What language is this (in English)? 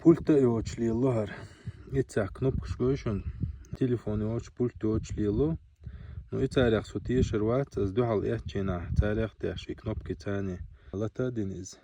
Chechen